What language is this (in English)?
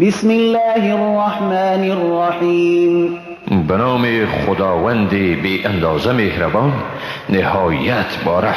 Persian